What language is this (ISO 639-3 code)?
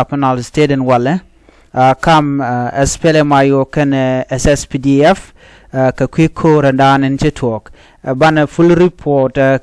nus